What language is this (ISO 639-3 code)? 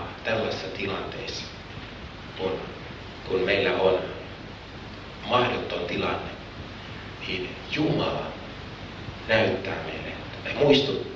fin